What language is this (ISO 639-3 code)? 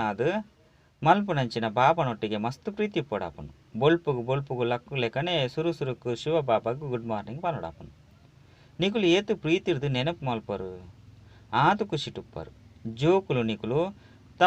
tcy